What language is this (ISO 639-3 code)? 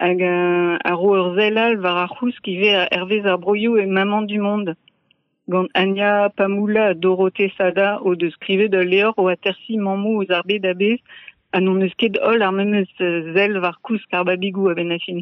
bre